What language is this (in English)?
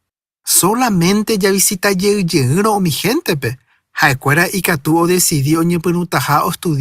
Guarani